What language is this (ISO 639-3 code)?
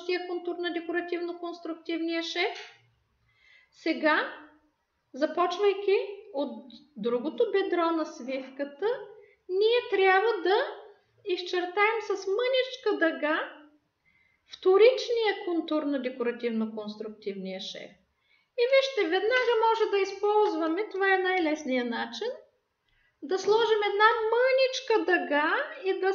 bul